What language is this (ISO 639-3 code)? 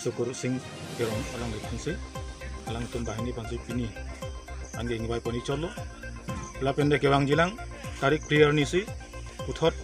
mjw